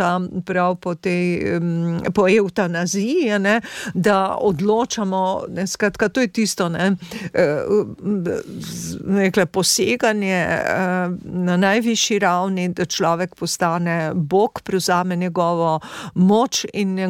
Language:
Slovenian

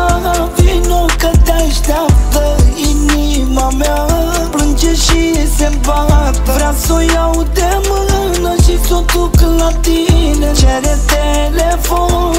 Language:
Romanian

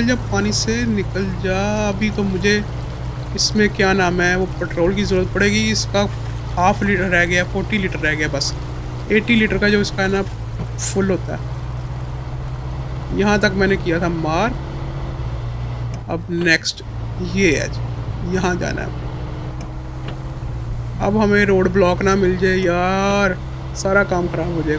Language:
Hindi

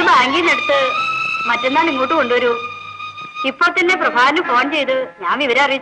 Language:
Malayalam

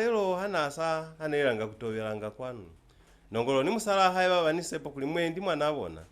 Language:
Lozi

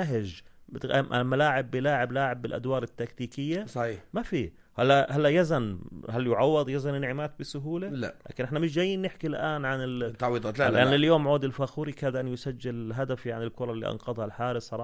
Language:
North Levantine Arabic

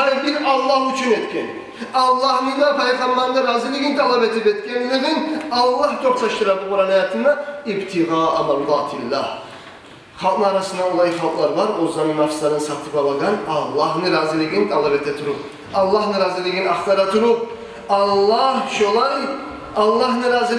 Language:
Kumyk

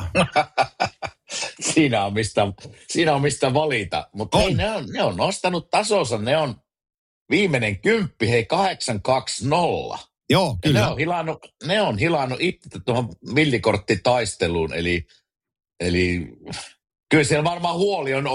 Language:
Finnish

